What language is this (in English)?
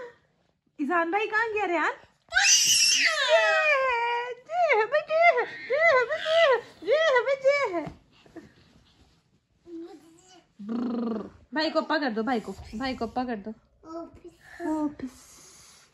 Hindi